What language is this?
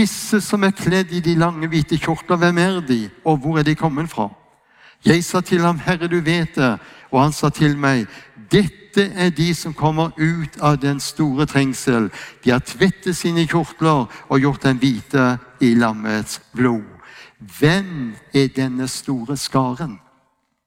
Norwegian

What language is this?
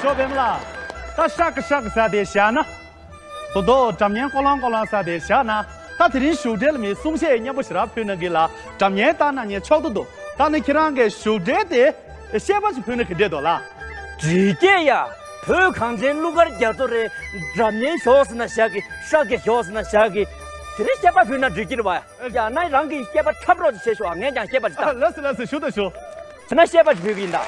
Tibetan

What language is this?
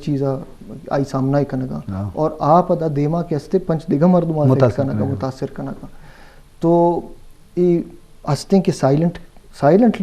Eastern Balochi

